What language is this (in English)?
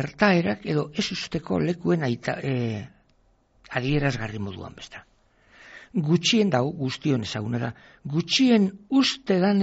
Basque